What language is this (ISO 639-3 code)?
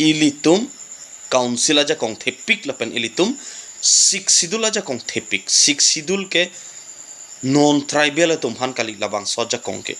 mjw